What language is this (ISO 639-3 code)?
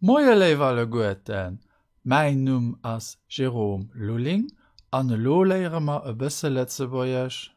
ltz